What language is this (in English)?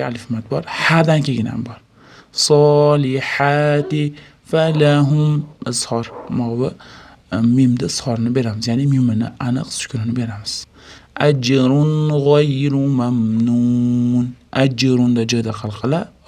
Uzbek